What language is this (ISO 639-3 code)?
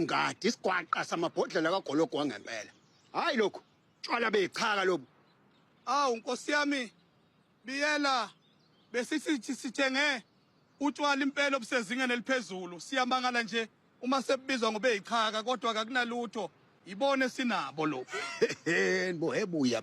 zul